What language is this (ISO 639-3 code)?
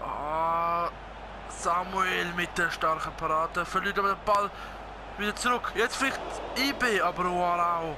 gsw